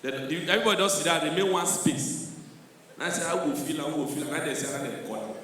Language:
Nigerian Pidgin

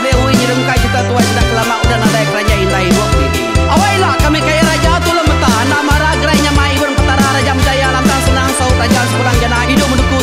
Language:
Iban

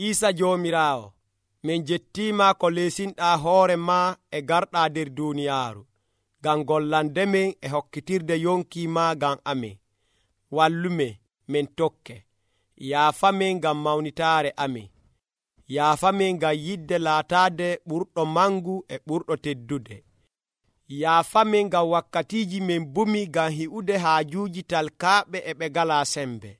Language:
Nigerian Fulfulde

